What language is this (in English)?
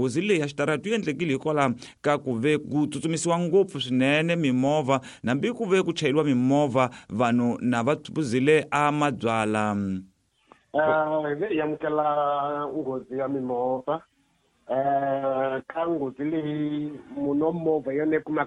Tsonga